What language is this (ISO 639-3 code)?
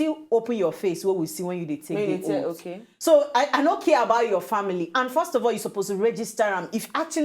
pcm